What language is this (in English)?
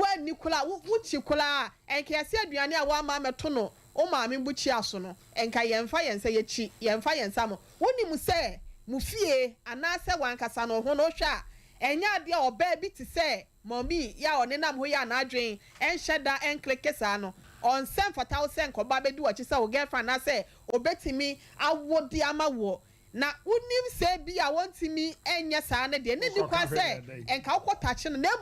Akan